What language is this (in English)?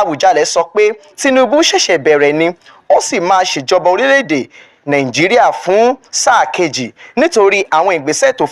Yoruba